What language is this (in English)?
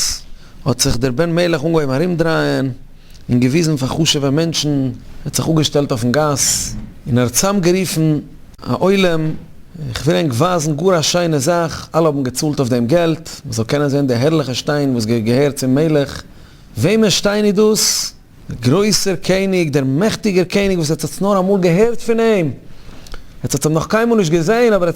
Yiddish